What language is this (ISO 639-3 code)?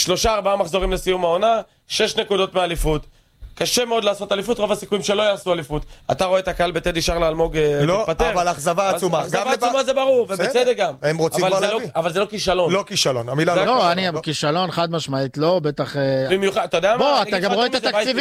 heb